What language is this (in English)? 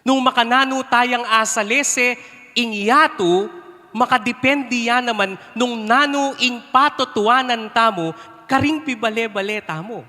Pampanga